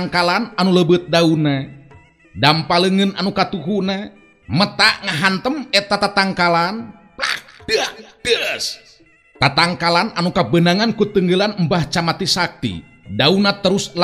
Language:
Sundanese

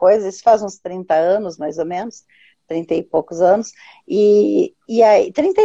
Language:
Portuguese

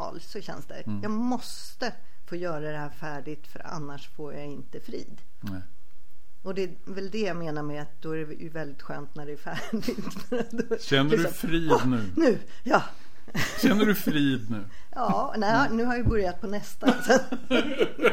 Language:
Swedish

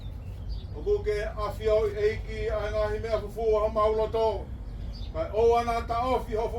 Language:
Tongan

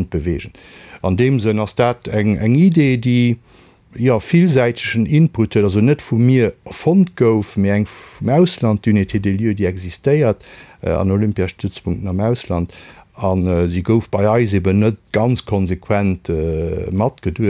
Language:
Luxembourgish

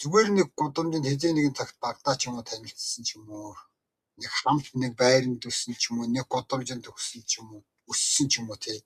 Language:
Mongolian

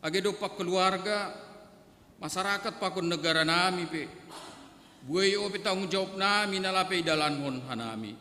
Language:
Batak Simalungun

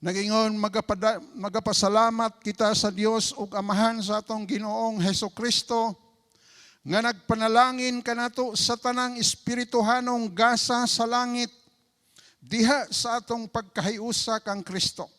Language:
Cebuano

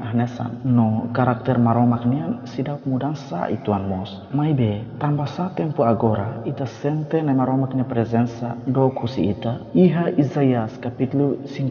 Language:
Tetum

